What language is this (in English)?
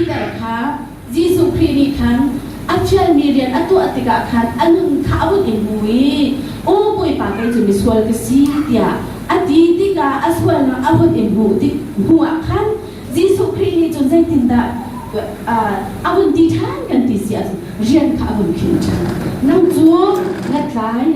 Hakha Chin